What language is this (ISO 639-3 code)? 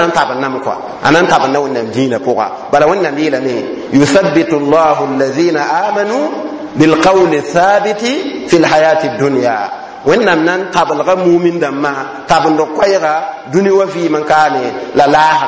mos